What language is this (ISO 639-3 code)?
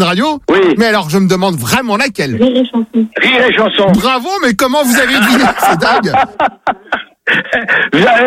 fra